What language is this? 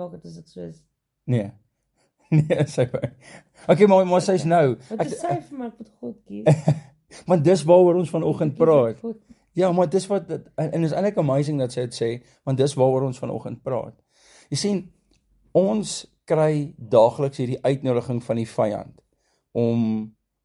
Afrikaans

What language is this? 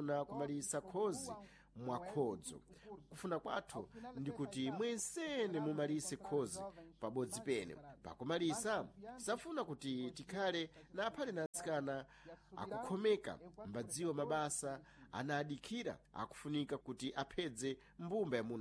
Sena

